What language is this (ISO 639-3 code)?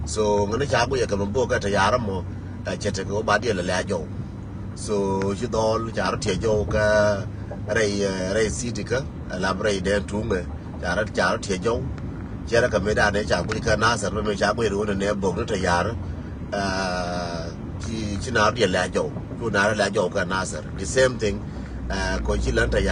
nus